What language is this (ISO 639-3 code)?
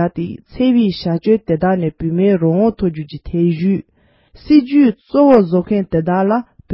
bod